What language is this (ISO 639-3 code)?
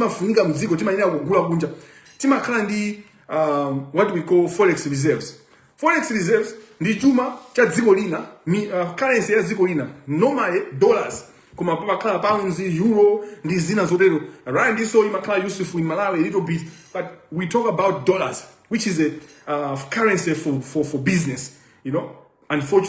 nya